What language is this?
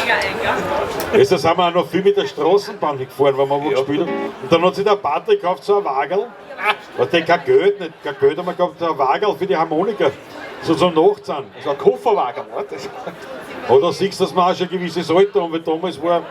Bavarian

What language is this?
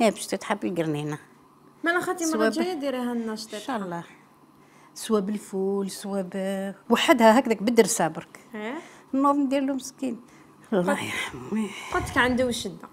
Algerian Arabic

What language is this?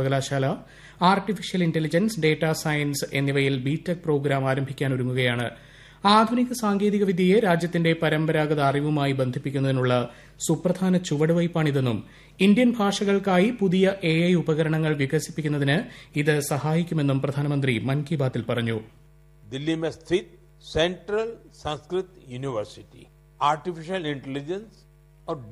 Malayalam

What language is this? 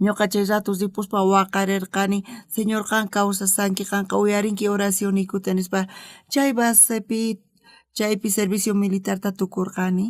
South Bolivian Quechua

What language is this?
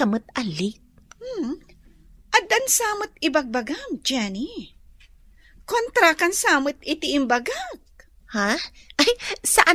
Iloko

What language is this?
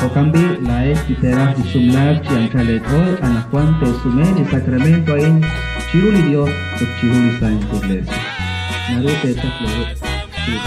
Kekchí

